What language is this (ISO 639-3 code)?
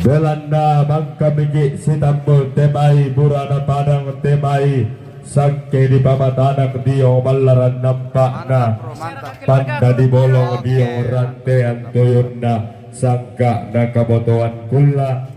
sda